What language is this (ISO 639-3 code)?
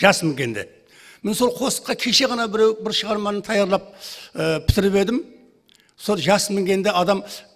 kaa